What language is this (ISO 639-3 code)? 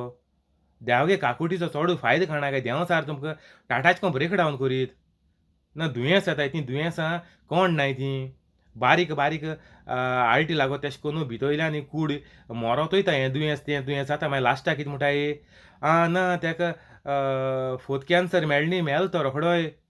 kok